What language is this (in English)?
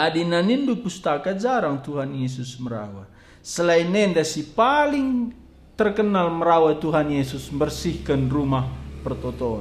Batak Karo